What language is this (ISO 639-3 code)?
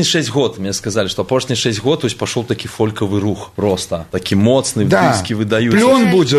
bel